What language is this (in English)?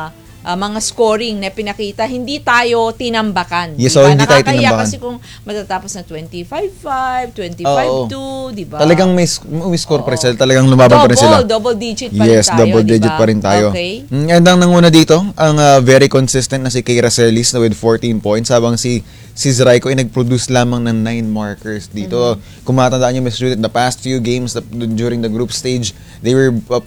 Filipino